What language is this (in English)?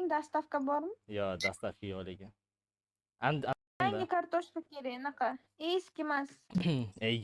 Uzbek